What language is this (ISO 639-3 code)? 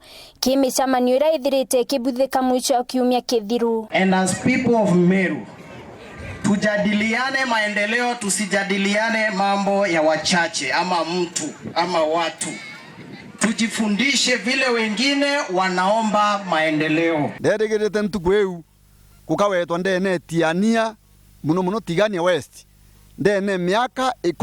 mer